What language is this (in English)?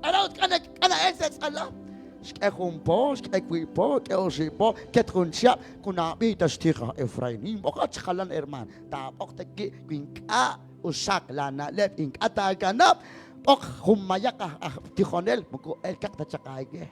Kekchí